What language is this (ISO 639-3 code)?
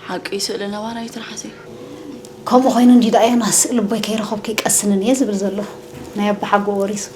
tir